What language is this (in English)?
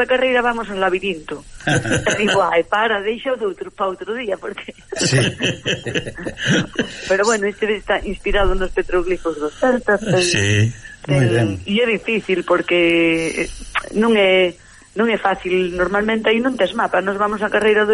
Galician